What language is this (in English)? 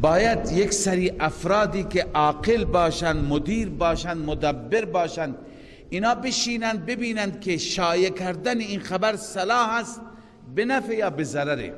Persian